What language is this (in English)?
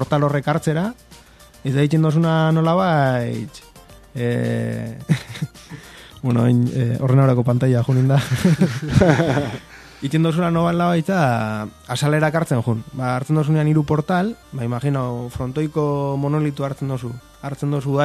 Basque